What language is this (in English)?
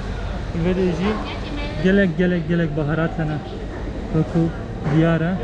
Kurdish